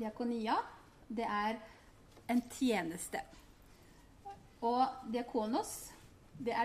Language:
Norwegian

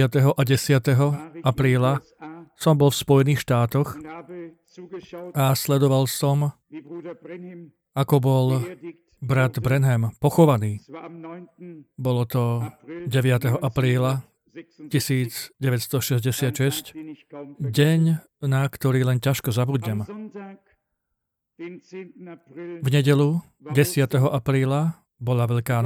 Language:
Slovak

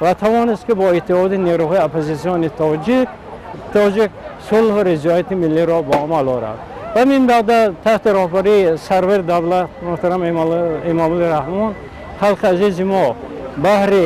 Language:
Tajik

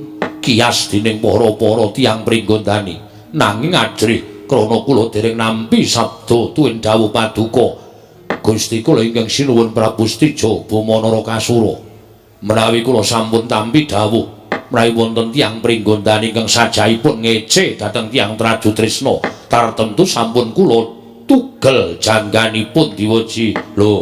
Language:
Javanese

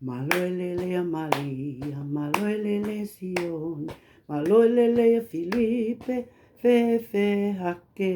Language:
Tongan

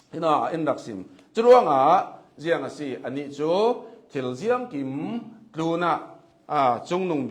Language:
Hakha Chin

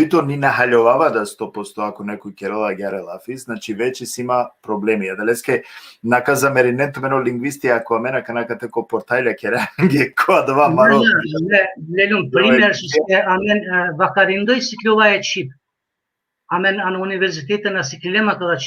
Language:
Balkan Romani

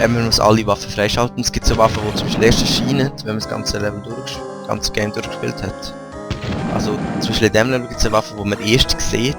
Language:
Swiss German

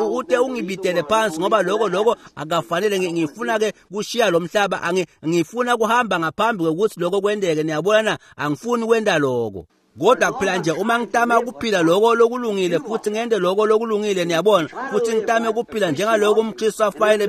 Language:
Swati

